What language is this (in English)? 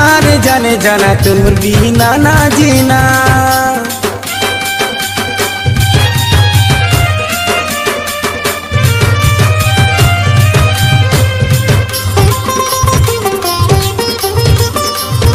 Sambalpuri